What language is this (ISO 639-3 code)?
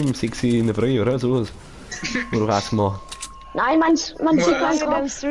bar